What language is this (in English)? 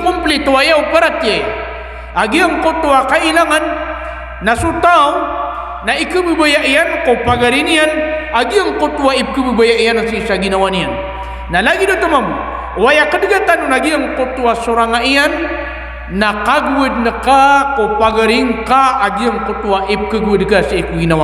Maranao